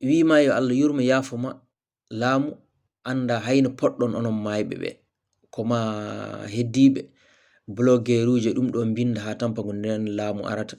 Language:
Fula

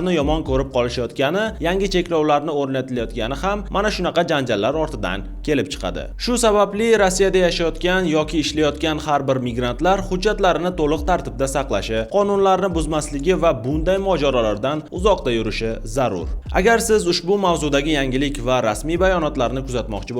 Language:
Uzbek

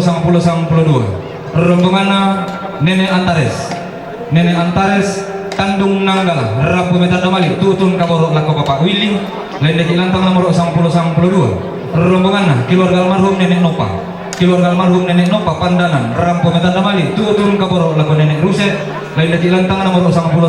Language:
Toraja-Sa'dan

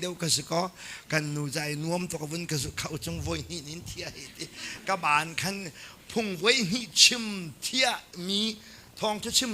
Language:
Hakha Chin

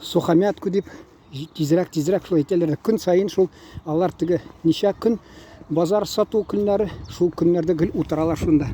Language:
Tatar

